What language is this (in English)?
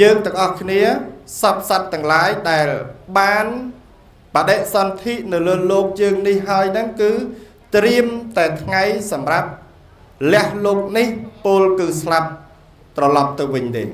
Khmer